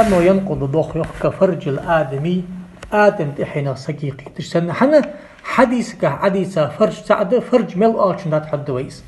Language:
Ingush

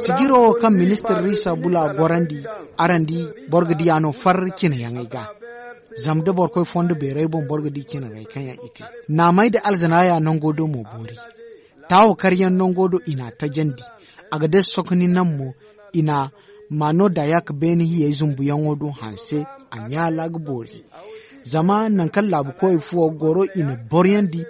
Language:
Zarma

